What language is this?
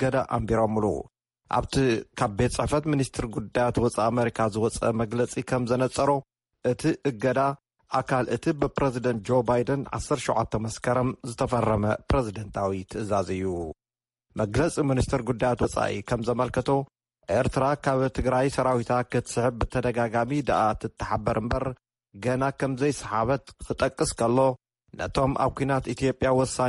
Tigrinya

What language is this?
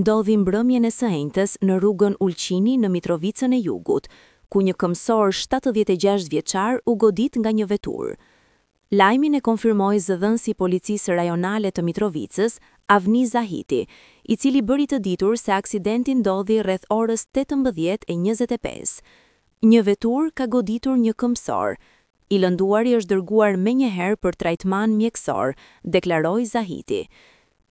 Albanian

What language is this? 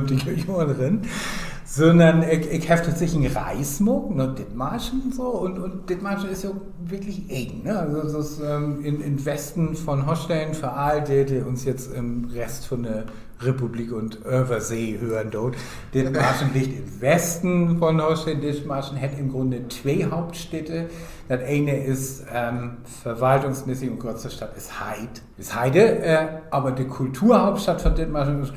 Low German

